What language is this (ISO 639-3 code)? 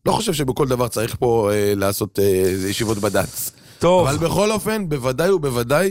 heb